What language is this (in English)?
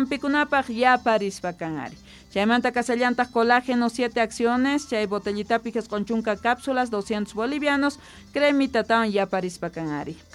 South Bolivian Quechua